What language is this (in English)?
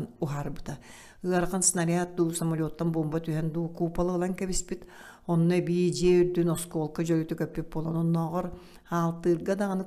Yakut